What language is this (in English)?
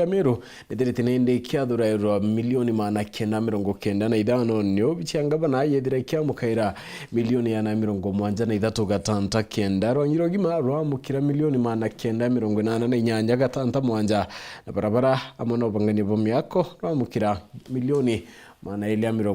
Meru